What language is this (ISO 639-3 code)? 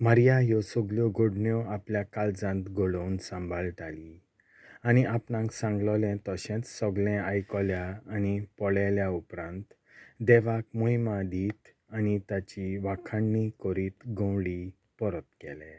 kok